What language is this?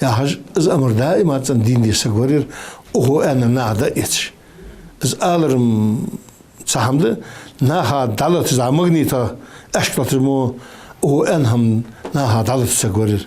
Ingush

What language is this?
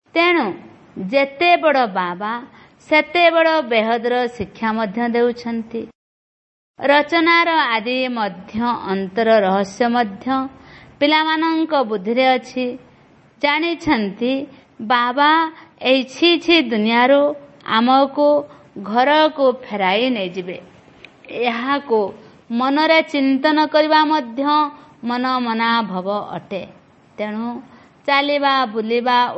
Odia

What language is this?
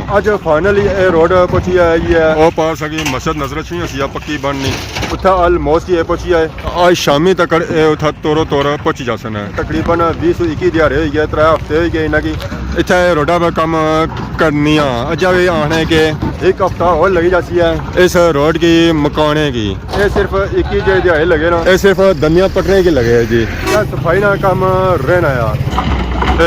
Pahari-Potwari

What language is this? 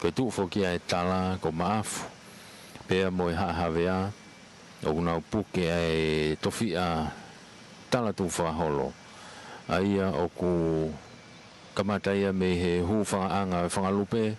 Tongan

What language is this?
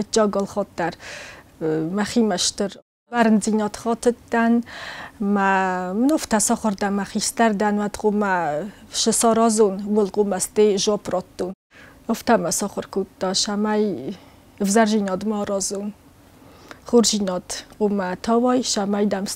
Ossetic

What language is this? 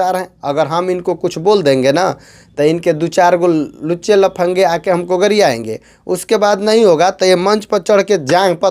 Bhojpuri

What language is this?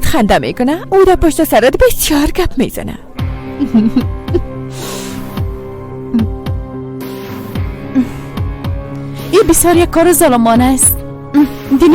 Persian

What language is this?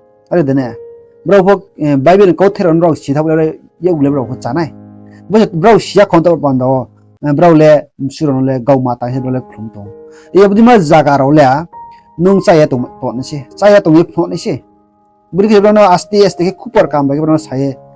Riang (India)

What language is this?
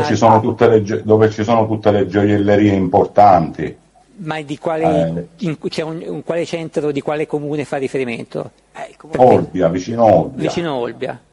Italian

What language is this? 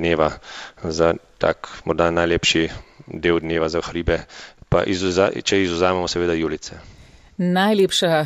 Slovenian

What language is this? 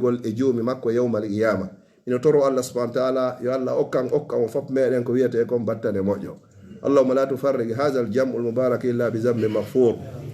Pular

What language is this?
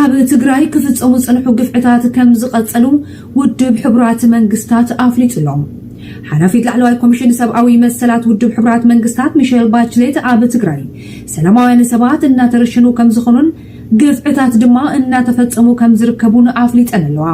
Tigrinya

